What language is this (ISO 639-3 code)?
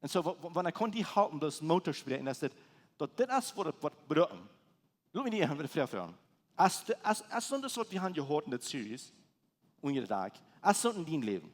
pdt